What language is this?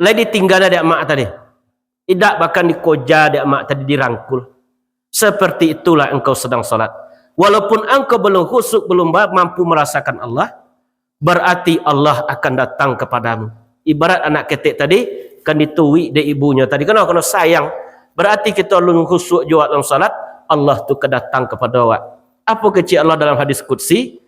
Minangkabau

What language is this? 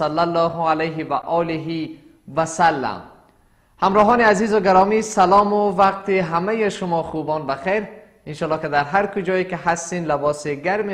Persian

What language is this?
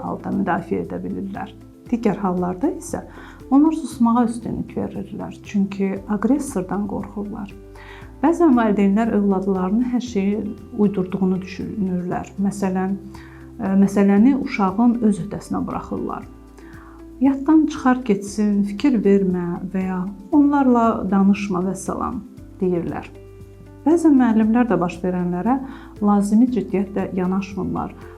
Azerbaijani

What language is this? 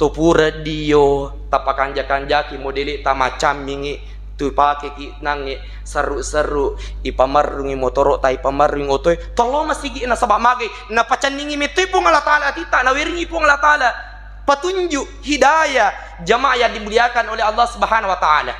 Buginese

